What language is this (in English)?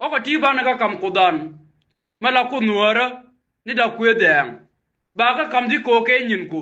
Nuer